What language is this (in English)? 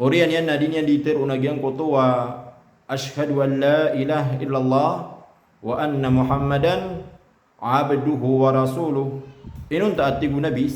Maranao